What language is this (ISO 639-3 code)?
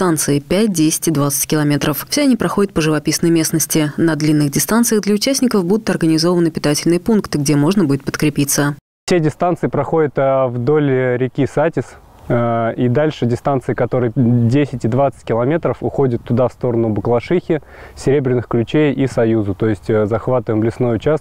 rus